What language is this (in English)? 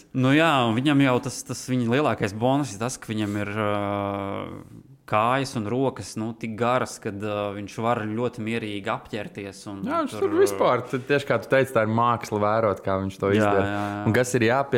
Latvian